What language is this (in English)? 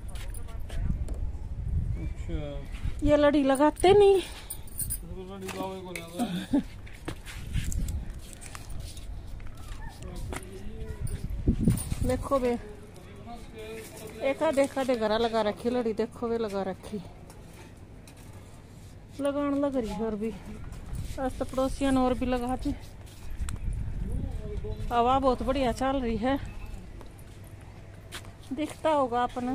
Hindi